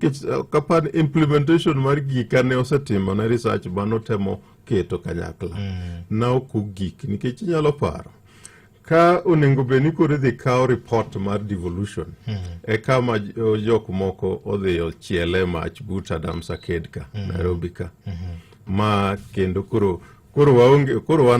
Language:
Luo (Kenya and Tanzania)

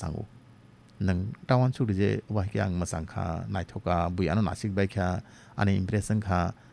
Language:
Kok Borok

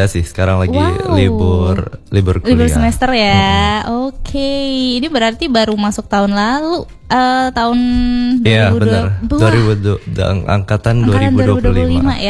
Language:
Indonesian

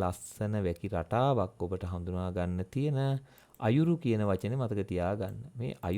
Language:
Sinhala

